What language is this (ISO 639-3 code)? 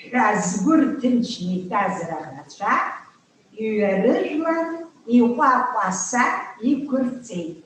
abk